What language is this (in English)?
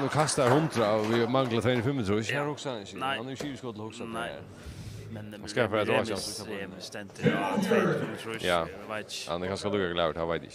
Faroese